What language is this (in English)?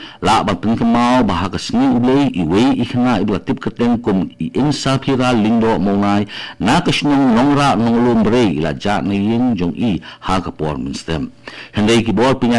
Khasi